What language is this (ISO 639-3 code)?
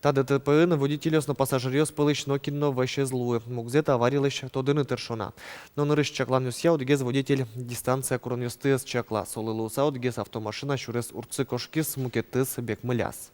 udm